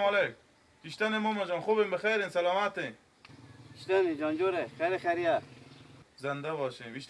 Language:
Persian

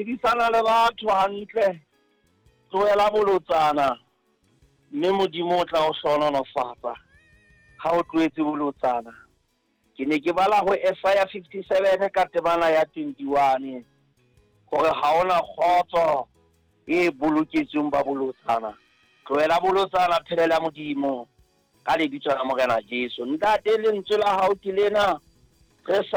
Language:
Southern Sotho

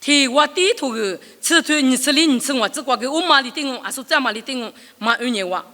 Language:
Lisu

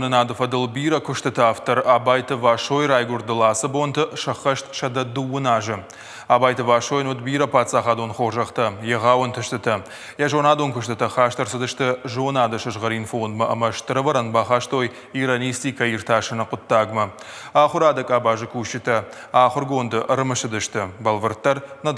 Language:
Ossetic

